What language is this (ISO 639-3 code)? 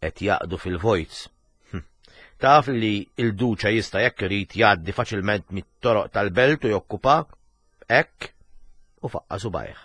mlt